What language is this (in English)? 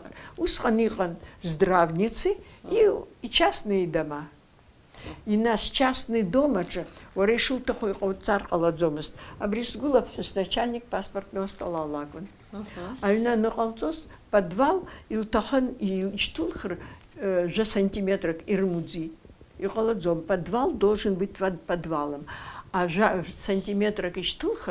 Abkhazian